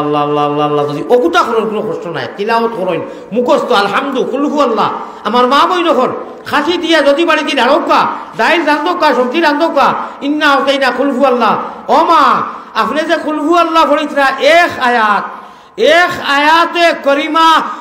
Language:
Sylheti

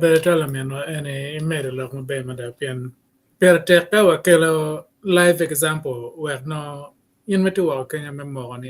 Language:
Acoli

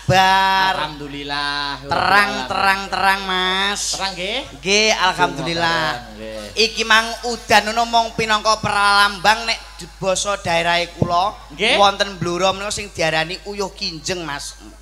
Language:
Javanese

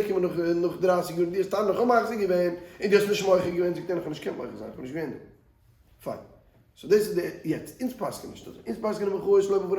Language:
Yiddish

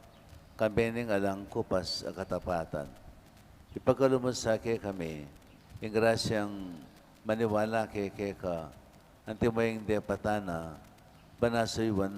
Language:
Pampanga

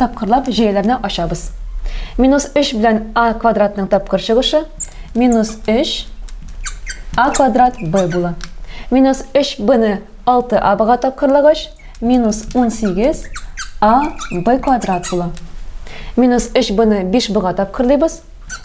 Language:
Tatar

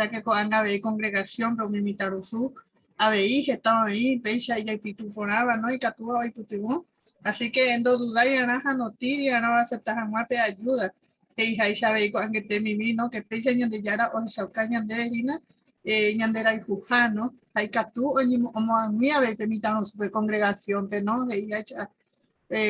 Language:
Guarani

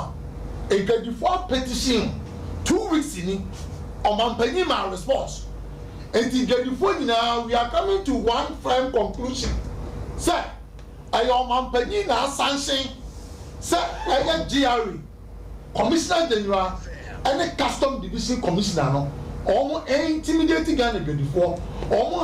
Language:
Akan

